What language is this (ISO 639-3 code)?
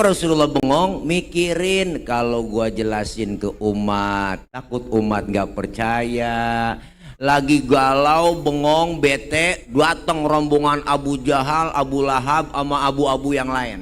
bew